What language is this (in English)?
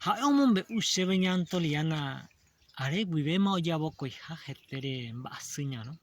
Guarani